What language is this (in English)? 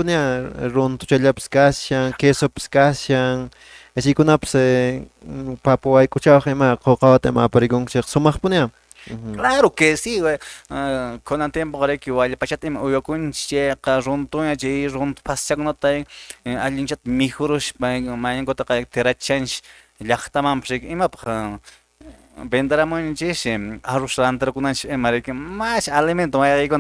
Quechua